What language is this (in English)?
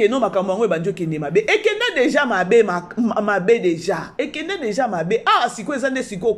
Lingala